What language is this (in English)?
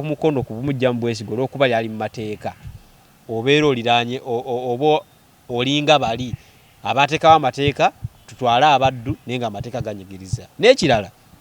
Ganda